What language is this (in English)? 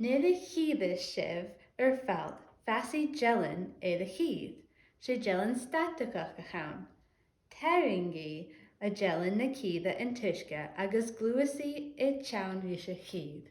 Scottish Gaelic